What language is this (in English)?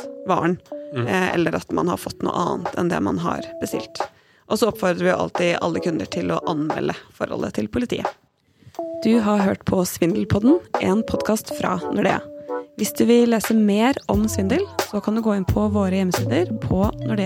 Norwegian